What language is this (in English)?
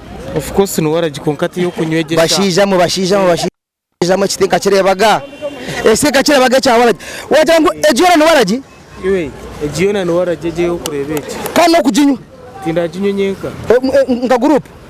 Nyankole